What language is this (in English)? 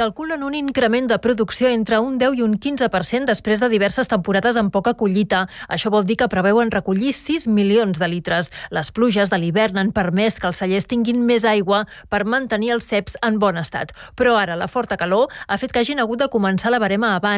Catalan